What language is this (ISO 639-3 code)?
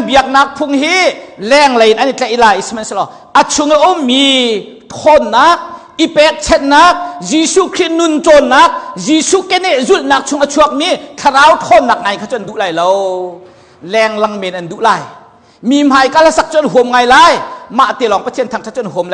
cnh